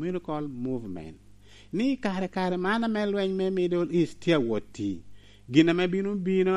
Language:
Lango (Uganda)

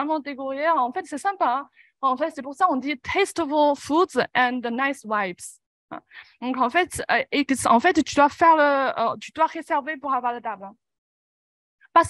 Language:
French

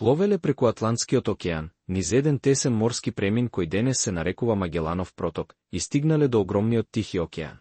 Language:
Macedonian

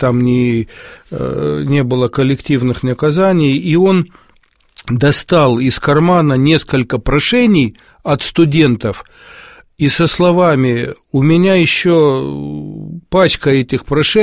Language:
Russian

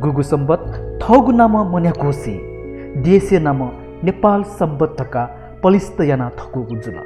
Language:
Newari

